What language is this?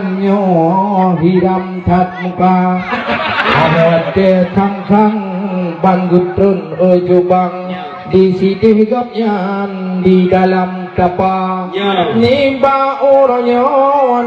Achinese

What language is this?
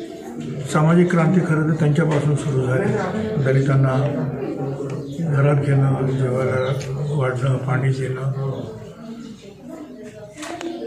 Marathi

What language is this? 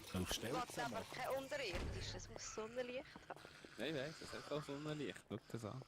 Swiss German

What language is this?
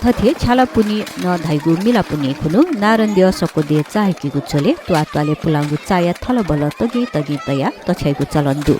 Newari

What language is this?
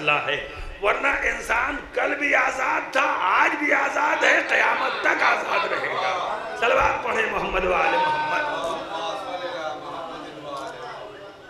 Urdu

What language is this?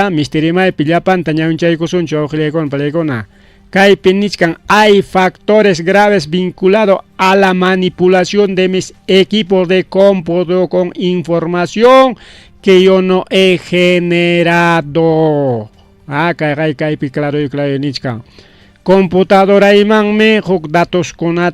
Ayacucho Quechua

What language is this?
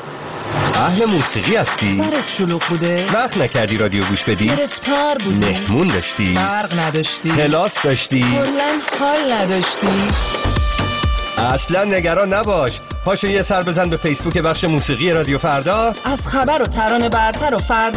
Persian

